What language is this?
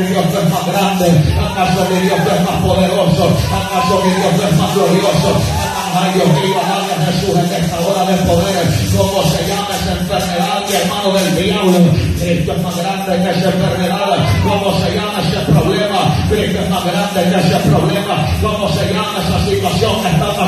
Spanish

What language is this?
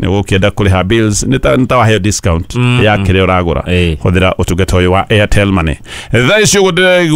Kikuyu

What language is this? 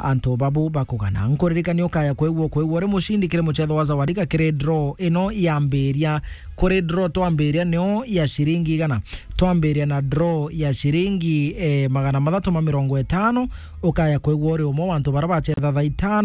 Meru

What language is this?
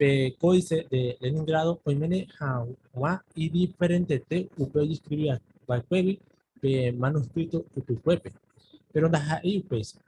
Guarani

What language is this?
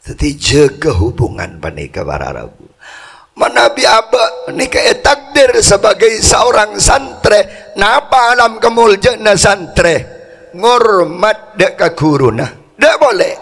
Madurese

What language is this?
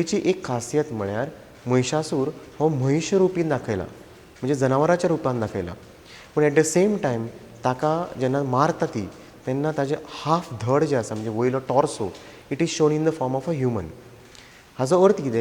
Konkani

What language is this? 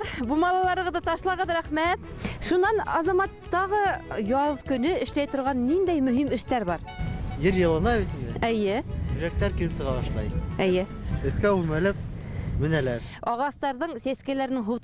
Bashkir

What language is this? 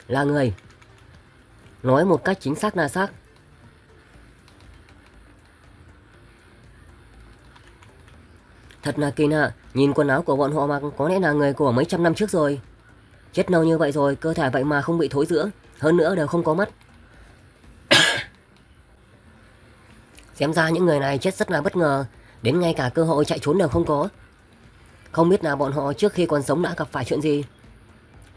Vietnamese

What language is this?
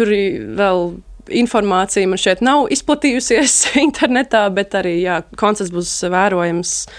Latvian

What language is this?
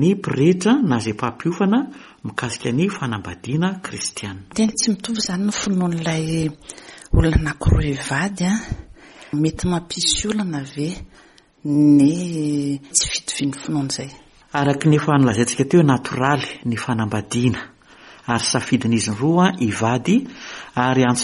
Malagasy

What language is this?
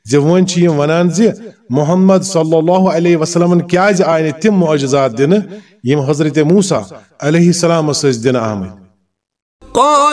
Kashmiri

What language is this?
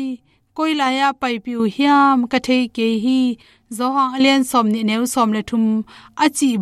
Tedim Chin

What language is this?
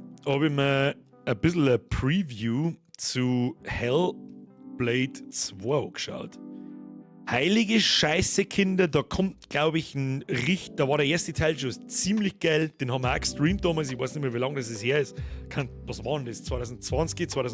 Bavarian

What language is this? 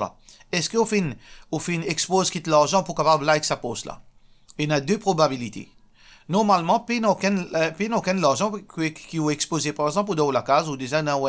Morisyen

